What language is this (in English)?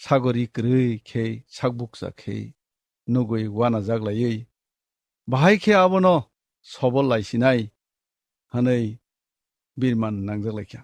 Kok Borok